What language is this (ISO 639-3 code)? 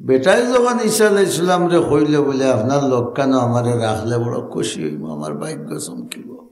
syl